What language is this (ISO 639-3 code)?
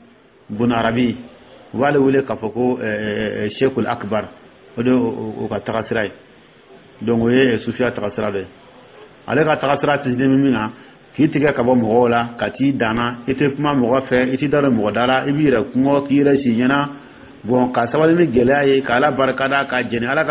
dyu